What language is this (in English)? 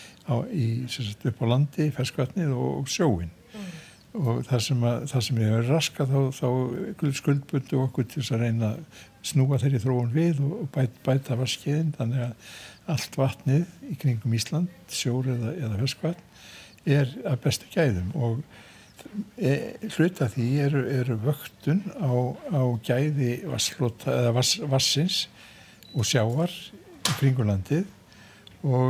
Icelandic